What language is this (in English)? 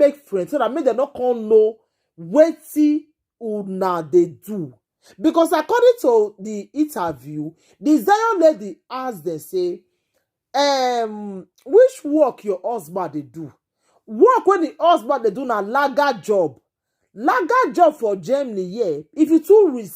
Nigerian Pidgin